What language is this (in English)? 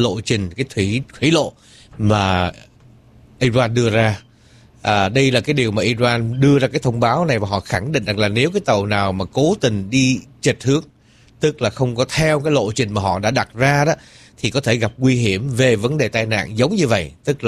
Vietnamese